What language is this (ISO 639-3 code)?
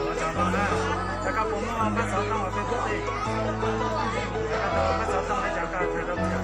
hmn